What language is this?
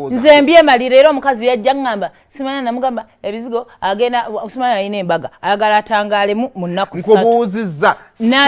Ganda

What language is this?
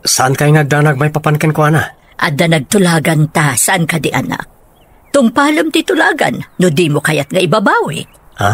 Iloko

